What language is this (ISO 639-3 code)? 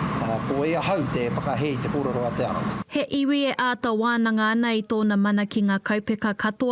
mri